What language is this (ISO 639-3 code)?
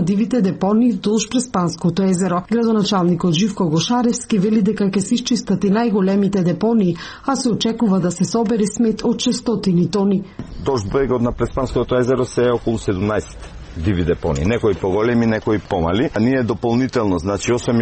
mkd